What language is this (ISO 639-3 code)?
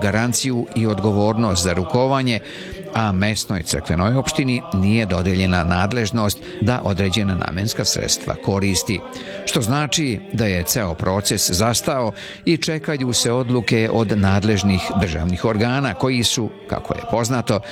srp